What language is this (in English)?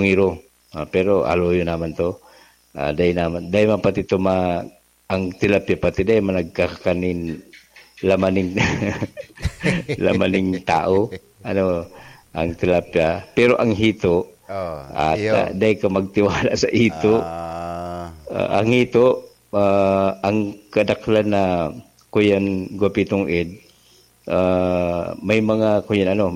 Bikol